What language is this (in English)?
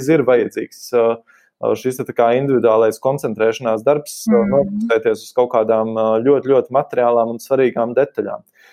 Latvian